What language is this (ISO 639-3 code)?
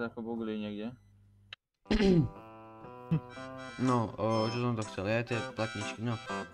slk